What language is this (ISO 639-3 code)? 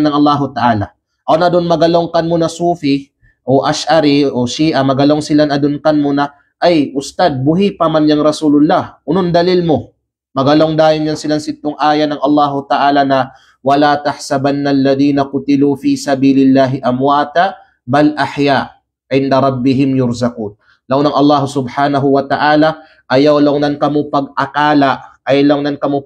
kqe